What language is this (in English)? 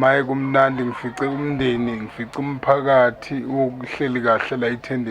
Zulu